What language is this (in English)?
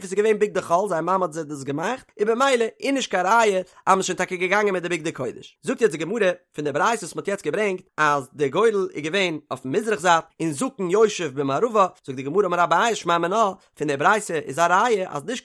Yiddish